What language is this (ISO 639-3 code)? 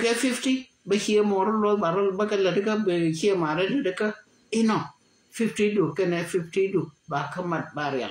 nus